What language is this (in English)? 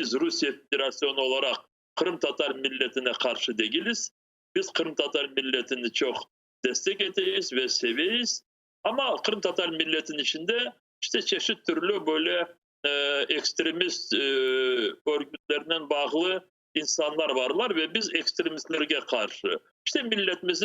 Crimean Tatar